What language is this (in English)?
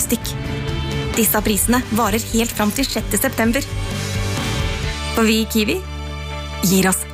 Norwegian